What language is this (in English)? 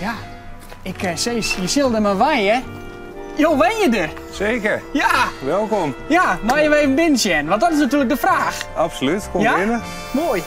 Western Frisian